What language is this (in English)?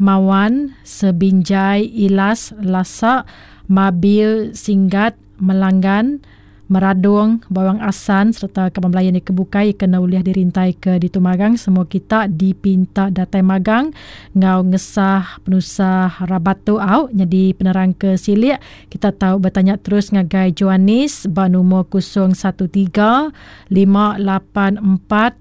Iban